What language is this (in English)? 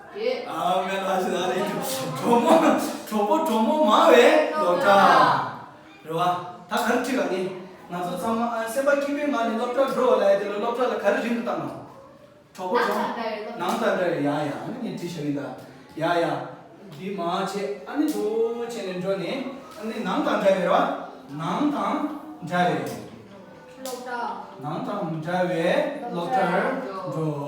Tibetan